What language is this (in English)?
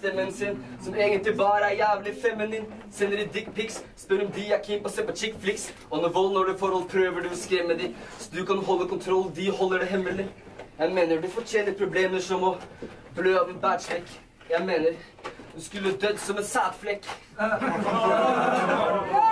Norwegian